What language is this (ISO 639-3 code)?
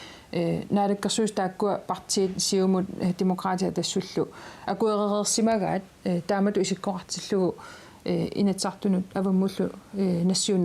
kal